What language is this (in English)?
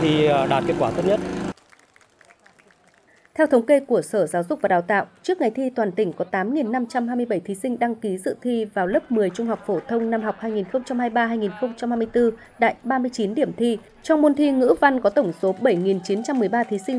Vietnamese